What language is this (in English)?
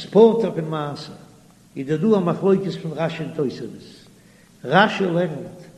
Yiddish